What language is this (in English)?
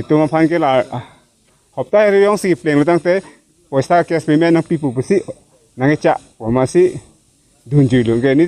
Karbi